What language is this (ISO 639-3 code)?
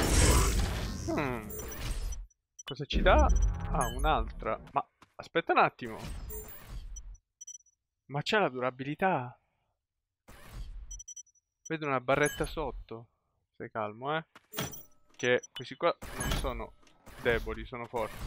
ita